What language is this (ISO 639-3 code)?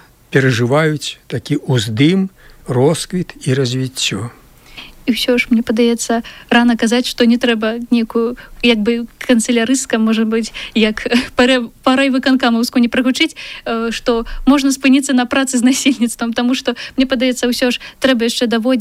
bel